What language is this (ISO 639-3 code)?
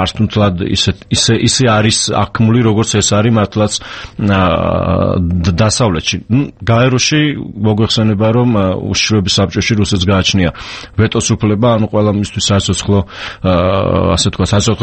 kat